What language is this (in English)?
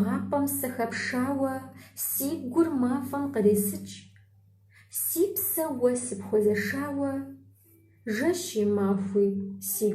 Kabardian